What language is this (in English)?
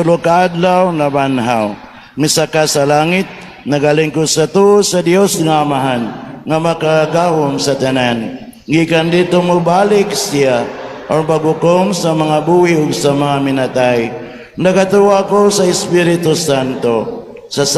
Cebuano